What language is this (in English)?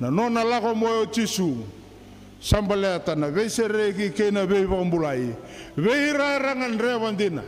Fijian